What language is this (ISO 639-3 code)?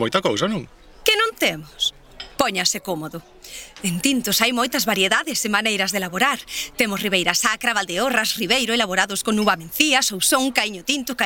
glg